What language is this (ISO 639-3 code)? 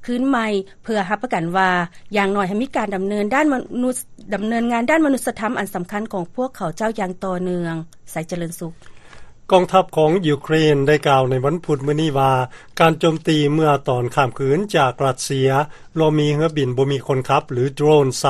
lao